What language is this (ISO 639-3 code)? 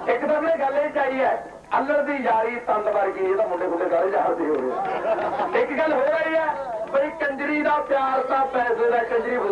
pan